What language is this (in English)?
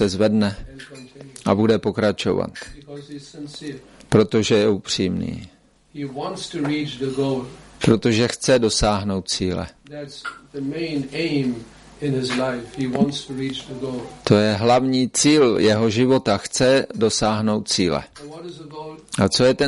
Czech